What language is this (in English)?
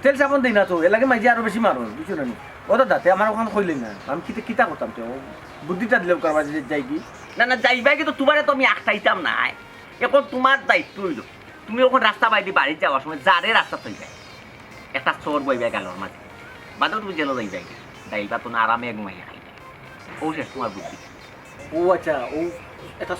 Sylheti